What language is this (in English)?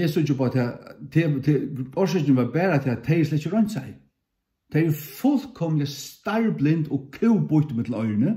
Faroese